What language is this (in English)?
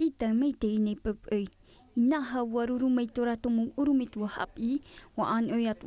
Tahitian